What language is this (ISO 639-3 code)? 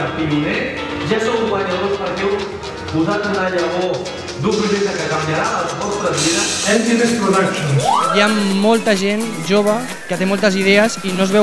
cat